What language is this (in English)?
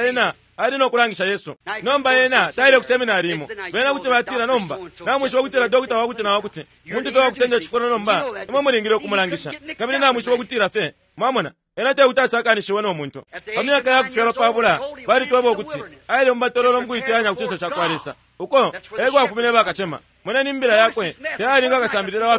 Bemba